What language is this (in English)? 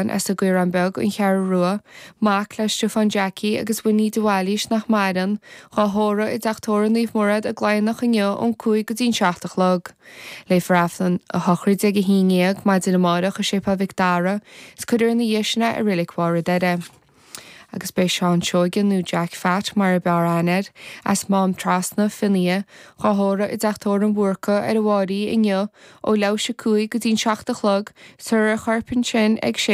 Irish